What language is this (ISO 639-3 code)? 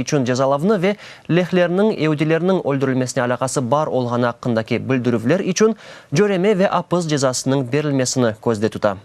crh